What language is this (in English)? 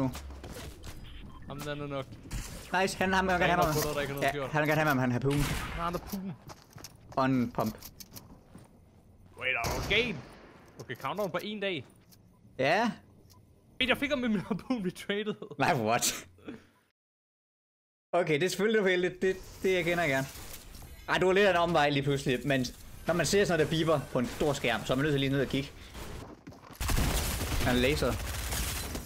Danish